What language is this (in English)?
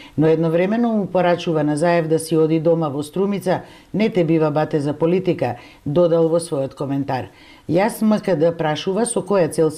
Macedonian